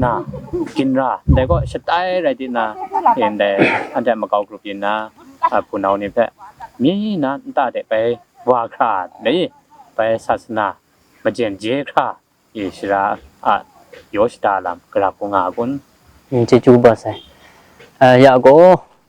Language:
Kachin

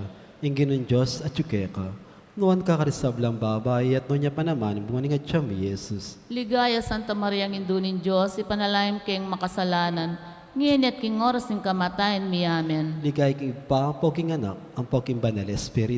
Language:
Pampanga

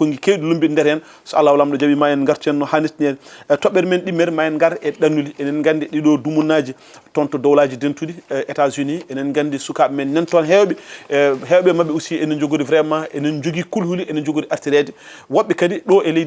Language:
Fula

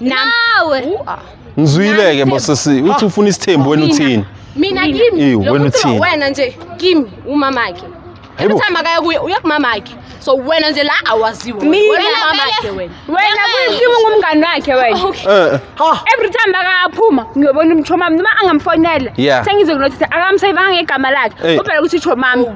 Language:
Zulu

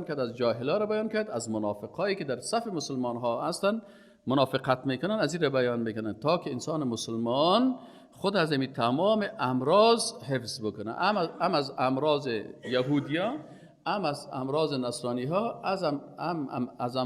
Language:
Persian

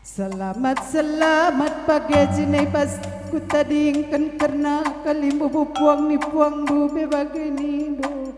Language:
Batak Karo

